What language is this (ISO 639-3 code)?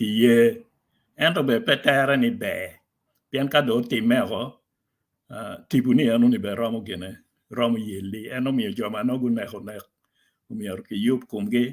ach